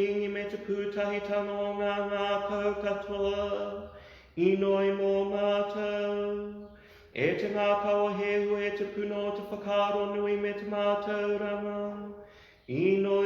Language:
Māori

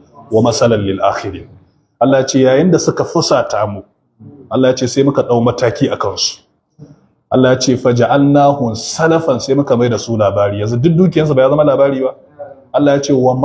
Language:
Hausa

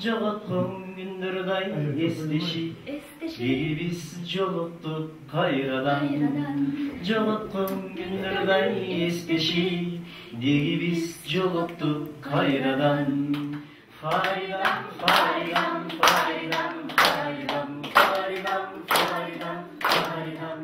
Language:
Kyrgyz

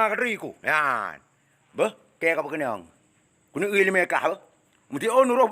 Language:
Achinese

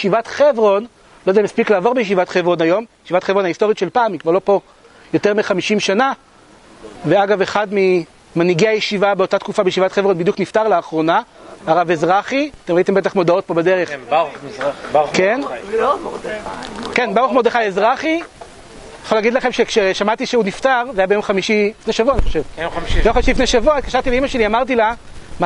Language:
Hebrew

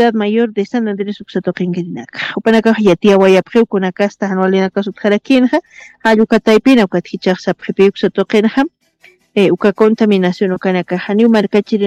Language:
Aymara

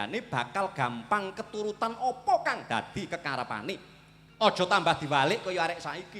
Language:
Javanese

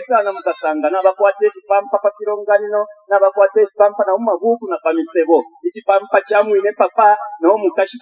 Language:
Bemba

